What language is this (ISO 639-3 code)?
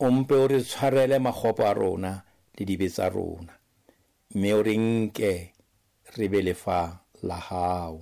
sot